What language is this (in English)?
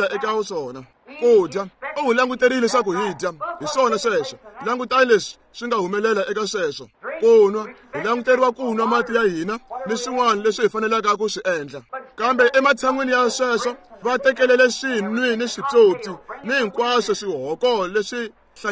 Tsonga